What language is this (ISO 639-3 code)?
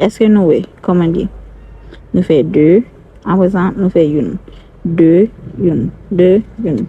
hat